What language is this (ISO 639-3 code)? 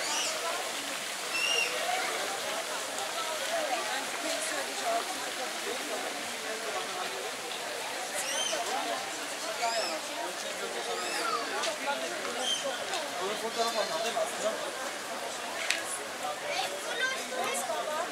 tur